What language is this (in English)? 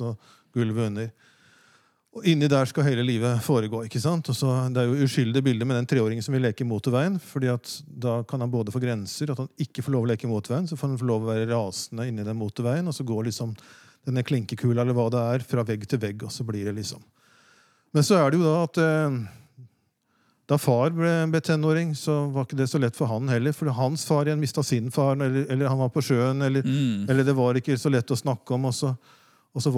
Norwegian